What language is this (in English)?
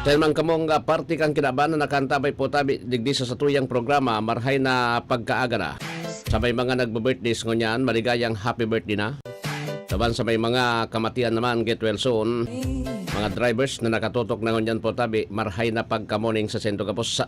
Bikol